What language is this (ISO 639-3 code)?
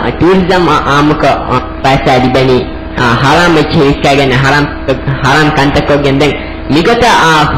div